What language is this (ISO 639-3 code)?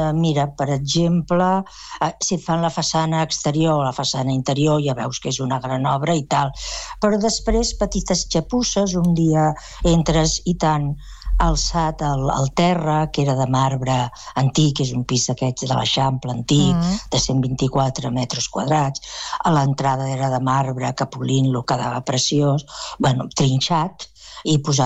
cat